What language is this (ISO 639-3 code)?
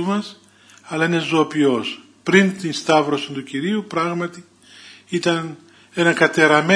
ell